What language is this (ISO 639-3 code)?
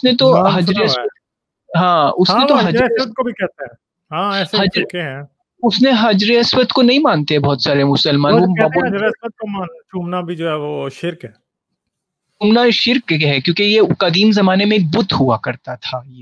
hin